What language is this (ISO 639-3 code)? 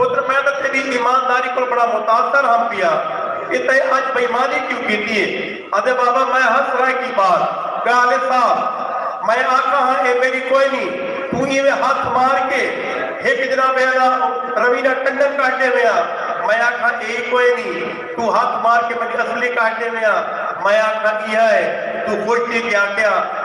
skr